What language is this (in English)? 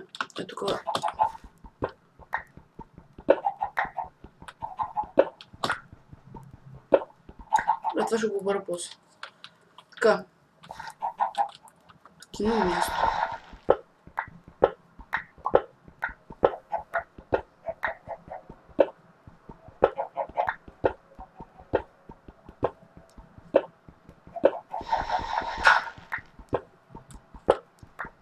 Bulgarian